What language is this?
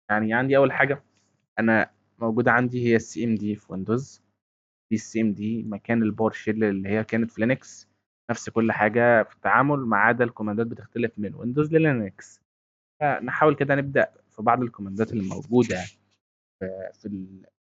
Egyptian Arabic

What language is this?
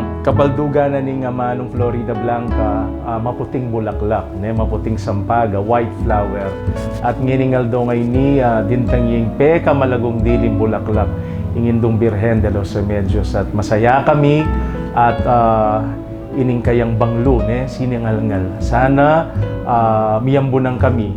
Pampanga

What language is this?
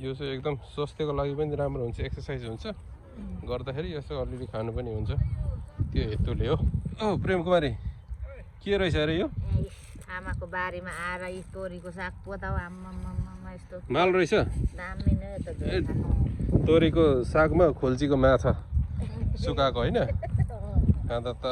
Nepali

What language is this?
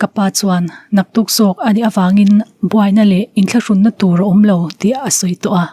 Mizo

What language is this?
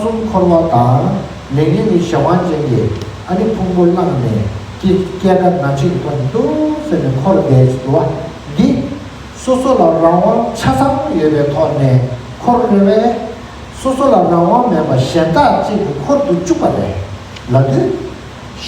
Tibetan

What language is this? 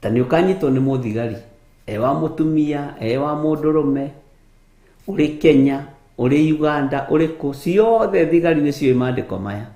Kikuyu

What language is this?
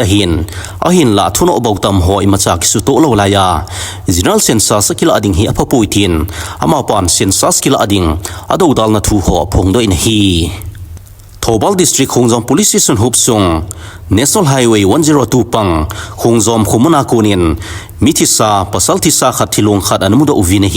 Thado Chin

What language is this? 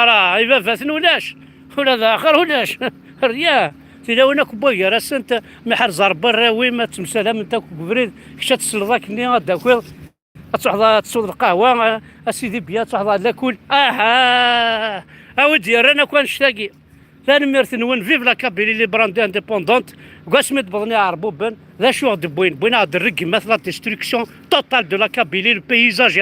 Kabyle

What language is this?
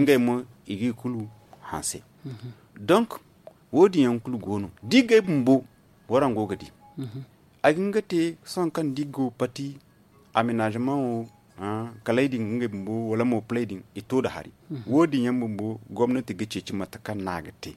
Zarma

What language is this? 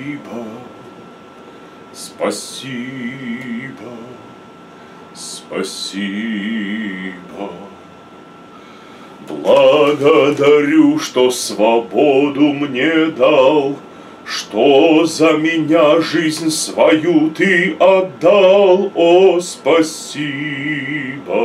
Russian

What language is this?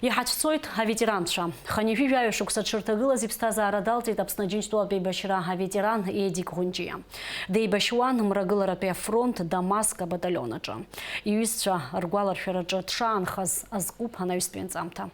Abkhazian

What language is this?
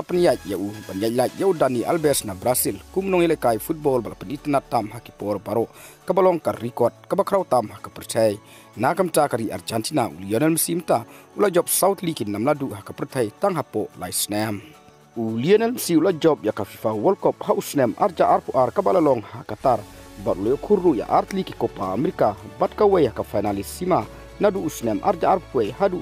Khasi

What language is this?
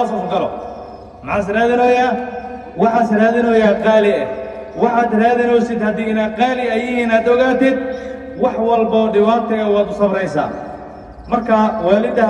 Somali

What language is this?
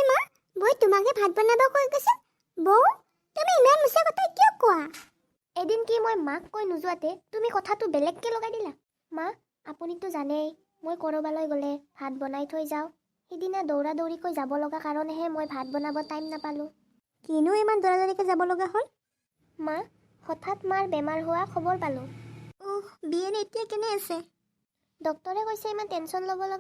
Assamese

